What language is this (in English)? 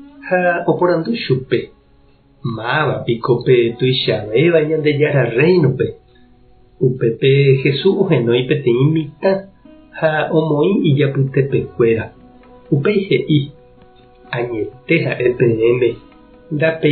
Guarani